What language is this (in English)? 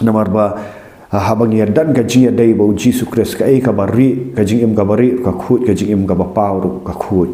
Khasi